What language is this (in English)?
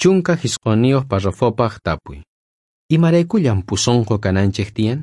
South Bolivian Quechua